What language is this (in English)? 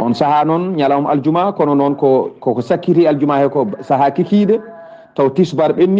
Fula